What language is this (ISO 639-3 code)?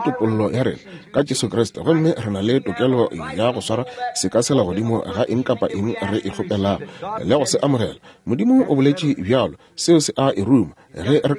nso